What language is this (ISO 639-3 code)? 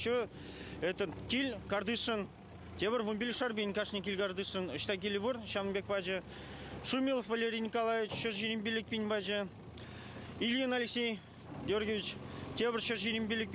chv